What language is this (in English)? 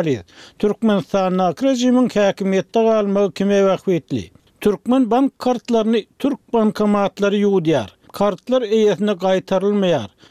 Turkmen